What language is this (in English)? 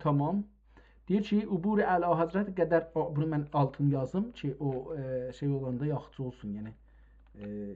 South Azerbaijani